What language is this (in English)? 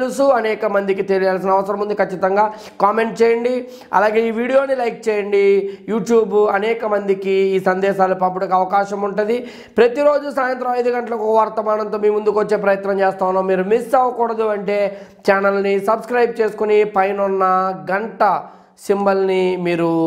Telugu